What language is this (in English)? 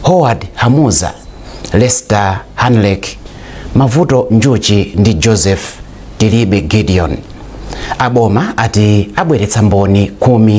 Nyanja